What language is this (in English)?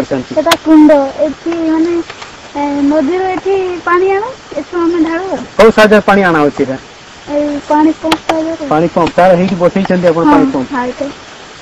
Odia